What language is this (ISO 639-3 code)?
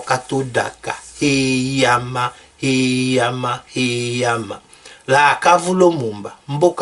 tll